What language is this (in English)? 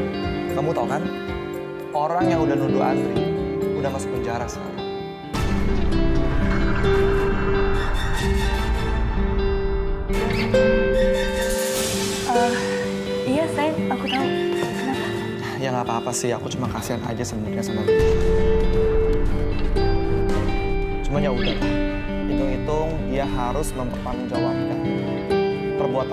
Indonesian